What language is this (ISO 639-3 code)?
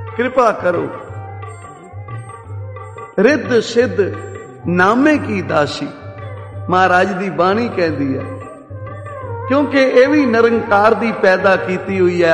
pan